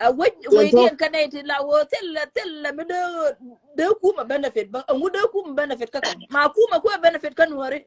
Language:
Nuer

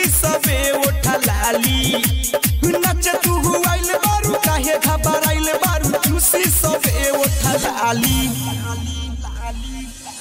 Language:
Bhojpuri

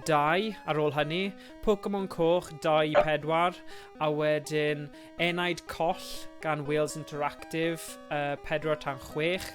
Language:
Welsh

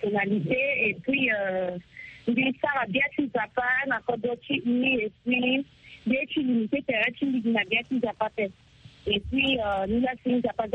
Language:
Sango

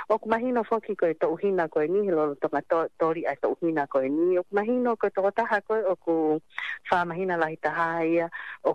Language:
Tongan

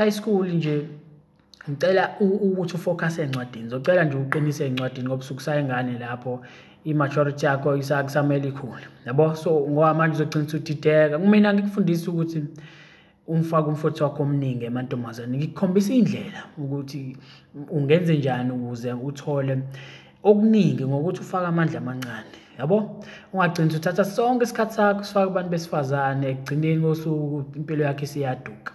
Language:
Zulu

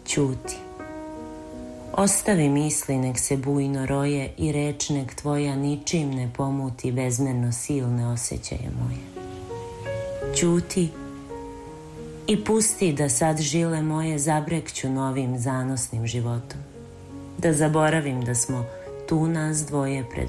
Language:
Serbian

